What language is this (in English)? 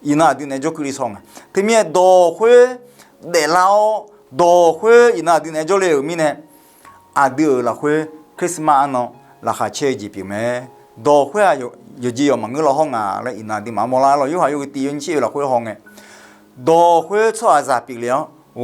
Akha